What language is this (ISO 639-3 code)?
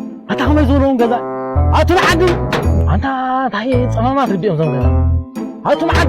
tir